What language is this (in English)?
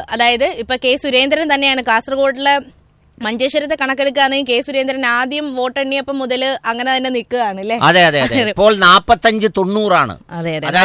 Malayalam